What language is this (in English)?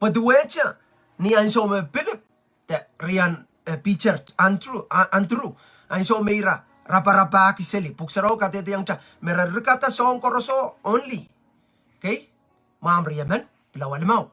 Pohnpeian